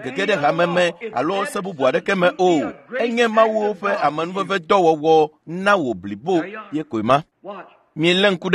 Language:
Ewe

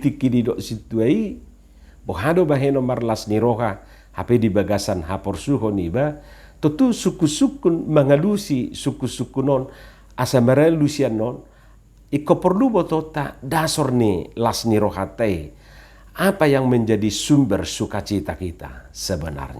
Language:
Batak Toba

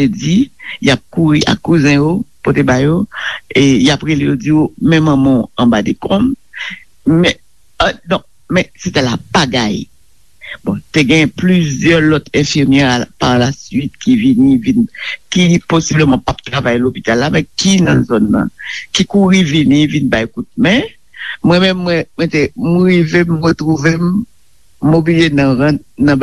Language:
Haitian Creole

